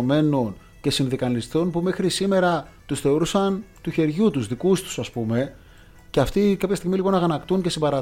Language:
Greek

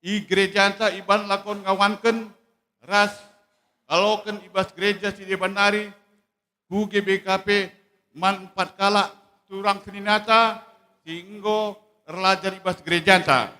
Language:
Batak Karo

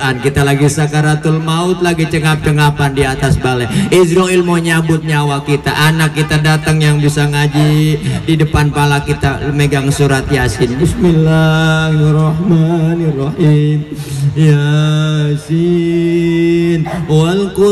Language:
Betawi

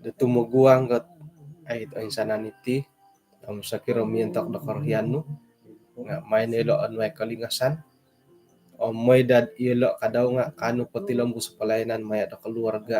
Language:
Central Dusun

